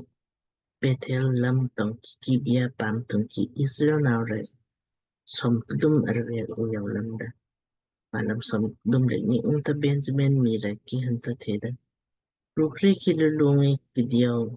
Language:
Lamkang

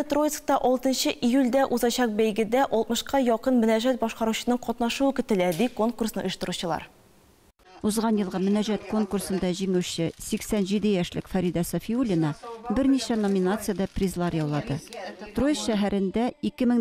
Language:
Tatar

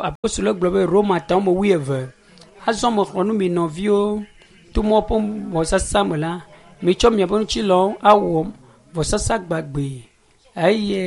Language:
Ewe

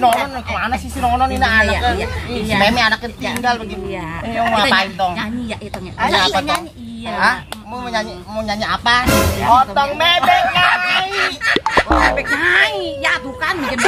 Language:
Betawi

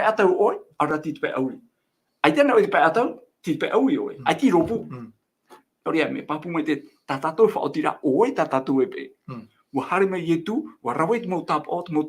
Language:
Tahitian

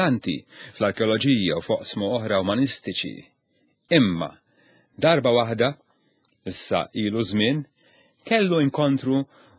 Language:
Maltese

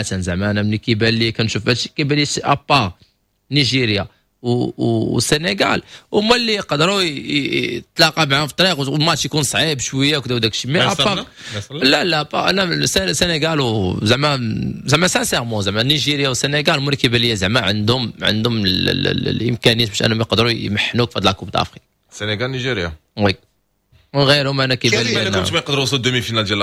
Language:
Moroccan Arabic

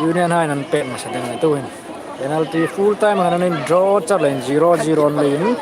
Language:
Hmar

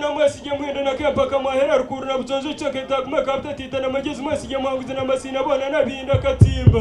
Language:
Nyankole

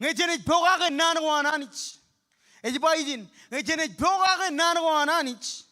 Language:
Marshallese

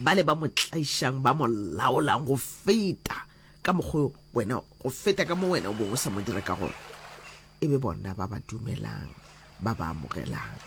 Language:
Northern Sotho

